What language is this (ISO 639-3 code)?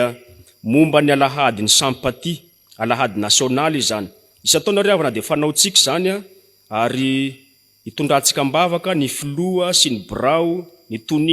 mlg